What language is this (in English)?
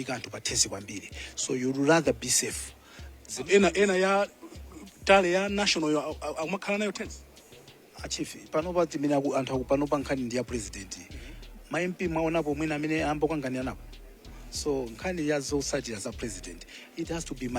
Nyanja